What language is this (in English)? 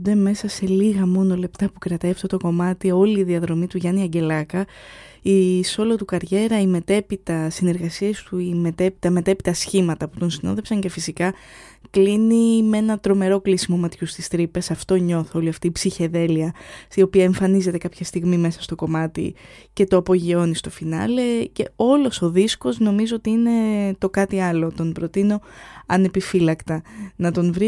Greek